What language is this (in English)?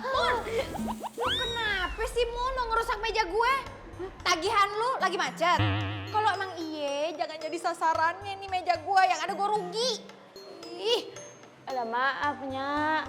Betawi